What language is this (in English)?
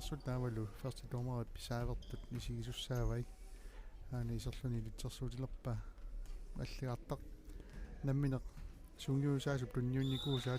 Kalaallisut